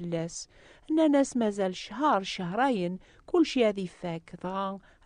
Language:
Kabyle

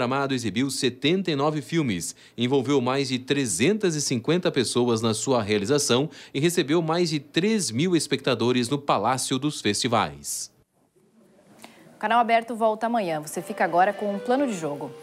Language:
Portuguese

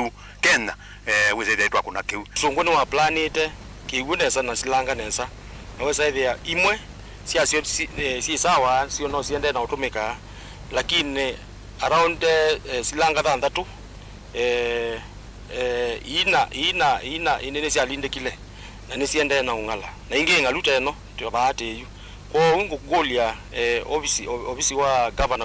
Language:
Kamba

